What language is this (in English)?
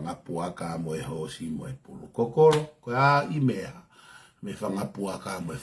Tongan